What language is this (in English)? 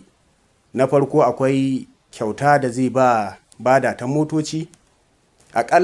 Hausa